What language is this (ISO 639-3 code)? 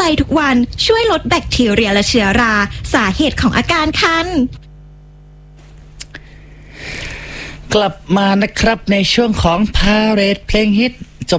tha